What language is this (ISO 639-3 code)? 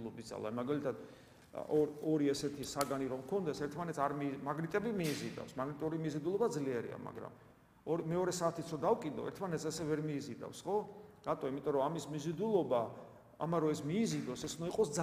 kat